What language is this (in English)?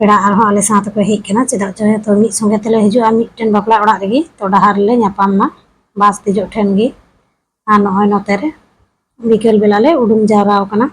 Santali